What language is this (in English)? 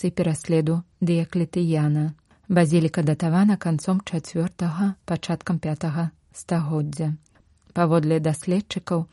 Belarusian